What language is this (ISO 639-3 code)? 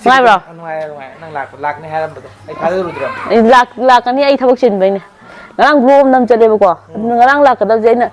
mni